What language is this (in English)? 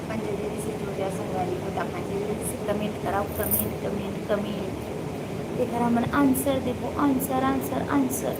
Chhattisgarhi